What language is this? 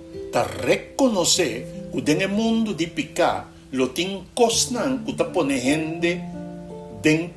Papiamento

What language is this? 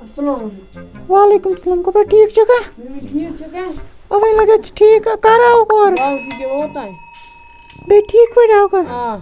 Kashmiri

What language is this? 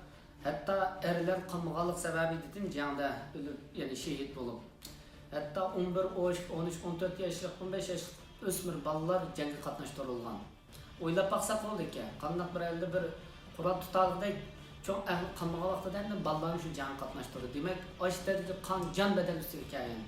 Uyghur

